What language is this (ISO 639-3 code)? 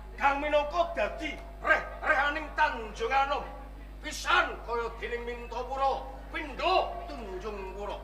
jav